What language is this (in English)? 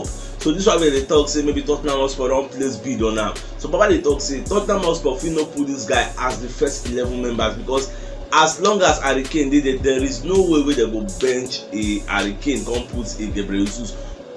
Nigerian Pidgin